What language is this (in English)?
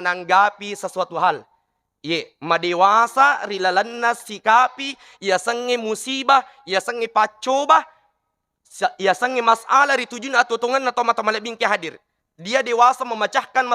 Buginese